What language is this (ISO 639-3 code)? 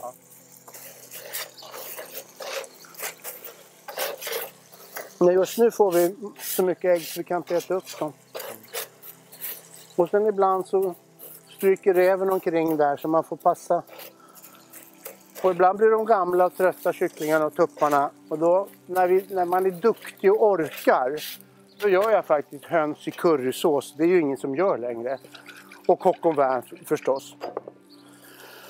swe